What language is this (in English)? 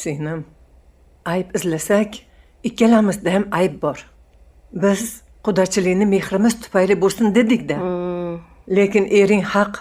Uzbek